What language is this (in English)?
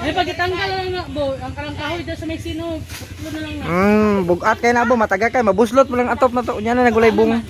Cebuano